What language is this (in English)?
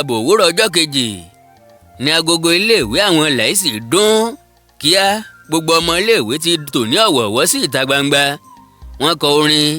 Yoruba